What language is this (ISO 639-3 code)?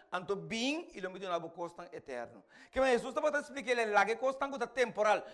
pap